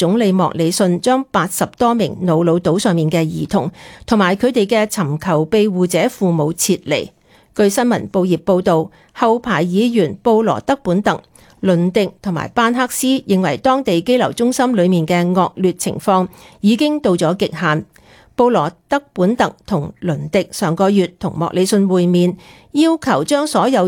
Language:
Cantonese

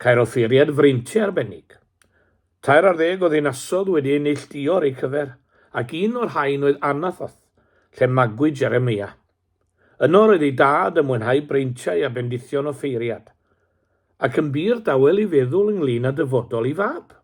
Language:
Welsh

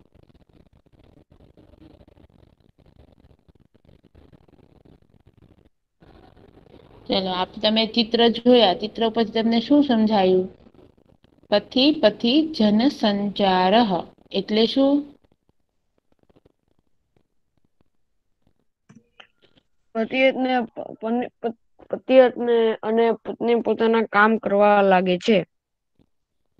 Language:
Gujarati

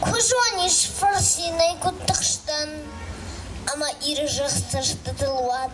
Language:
Ossetic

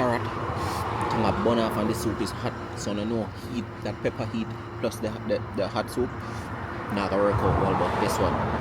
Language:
Jamaican Creole English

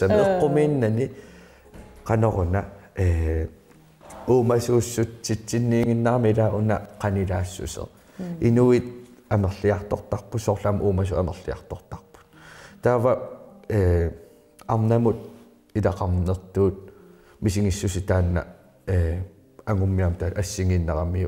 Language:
Kalaallisut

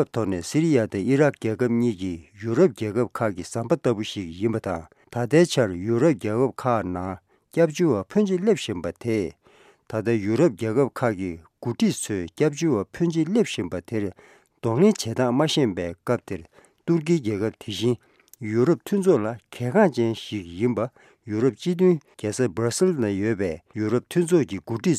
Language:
Tibetan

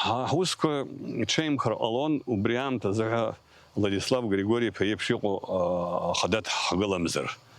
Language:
Abkhazian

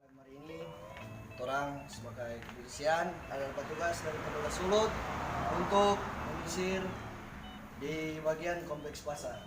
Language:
Manado Malay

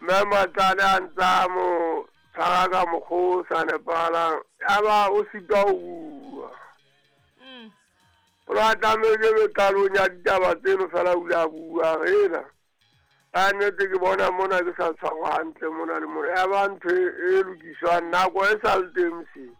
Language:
Southern Sotho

